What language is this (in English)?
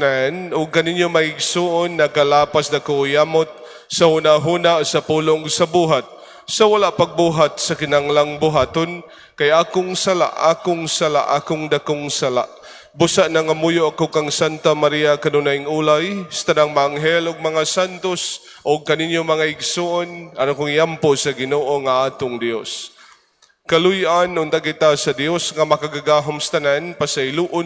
Cebuano